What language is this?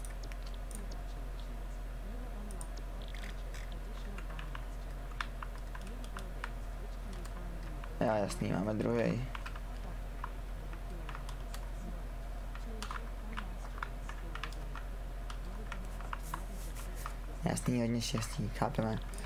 Czech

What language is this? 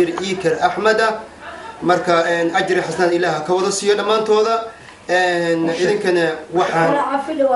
Somali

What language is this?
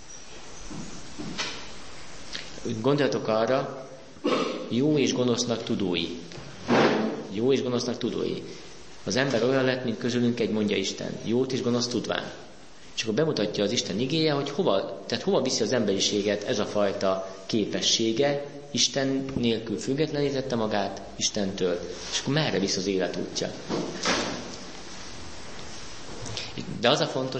Hungarian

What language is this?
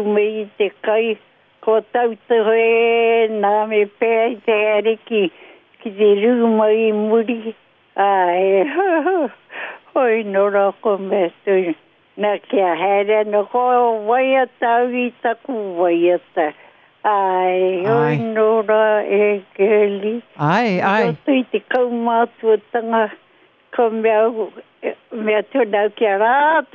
Māori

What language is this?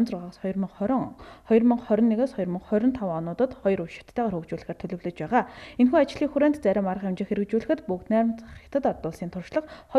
Mongolian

